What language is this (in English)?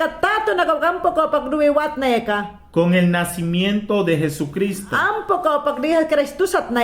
Mayangna